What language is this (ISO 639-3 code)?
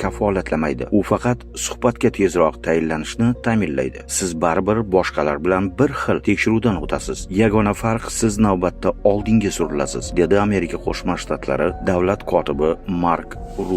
uzb